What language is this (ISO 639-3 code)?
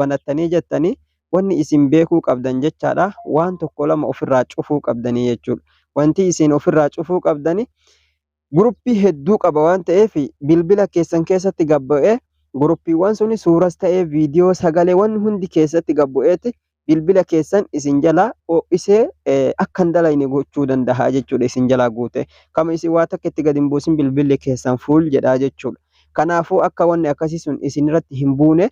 orm